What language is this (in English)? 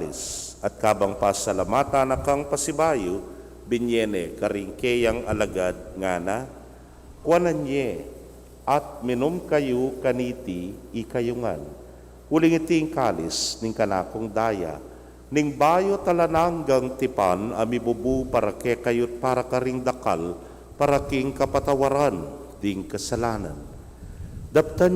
Pampanga